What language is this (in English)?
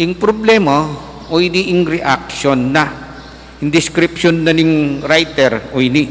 Pampanga